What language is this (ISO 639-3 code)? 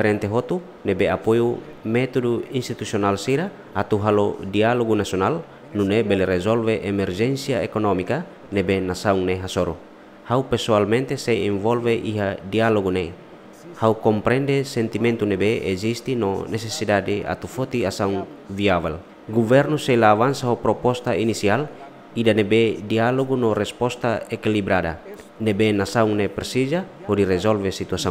tet